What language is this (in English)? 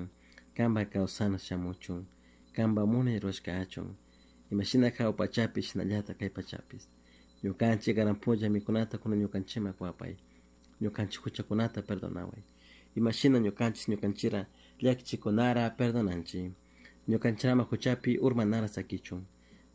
Chimborazo Highland Quichua